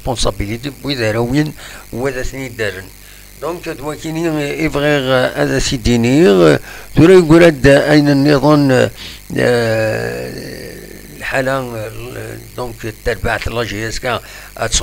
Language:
Kabyle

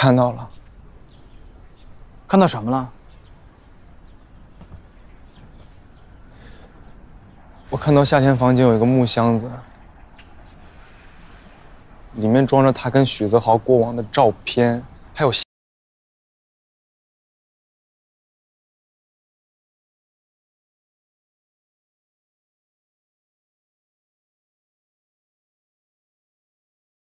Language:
Chinese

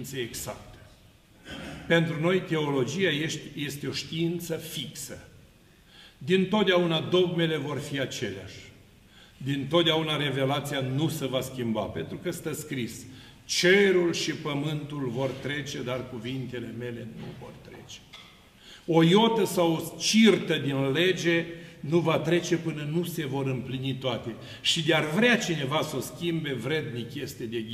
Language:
Romanian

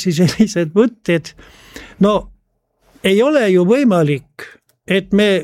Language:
Estonian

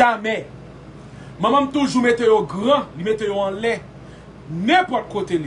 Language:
Haitian Creole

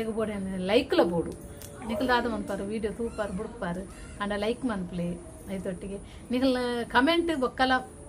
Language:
Tulu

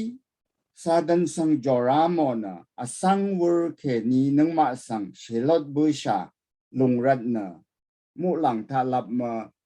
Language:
Rawang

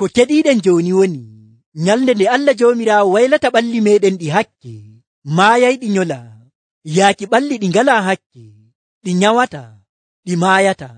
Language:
Nigerian Fulfulde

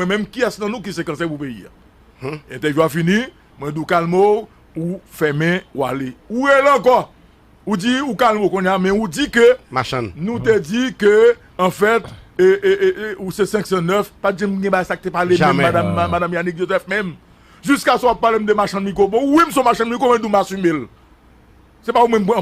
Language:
Haitian Creole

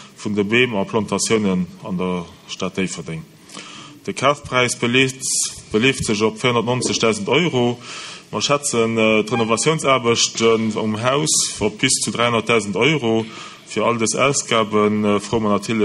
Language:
Luxembourgish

